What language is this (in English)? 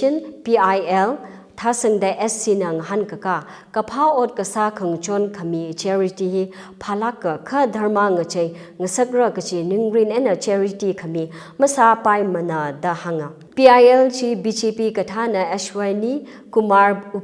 Tangkhul Naga (India)